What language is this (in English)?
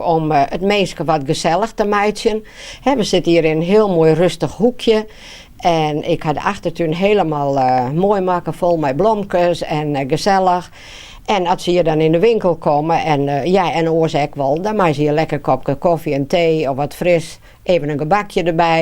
Western Frisian